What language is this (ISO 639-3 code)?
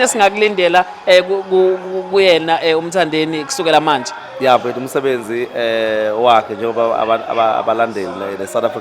zul